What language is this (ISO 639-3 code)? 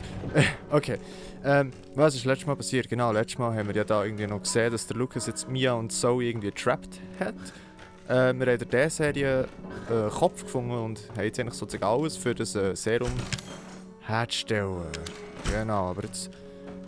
gsw